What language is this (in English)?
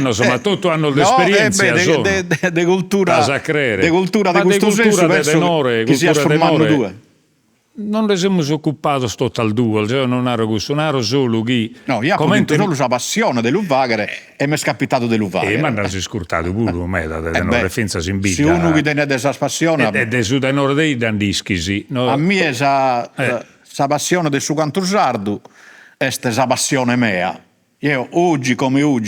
Sardinian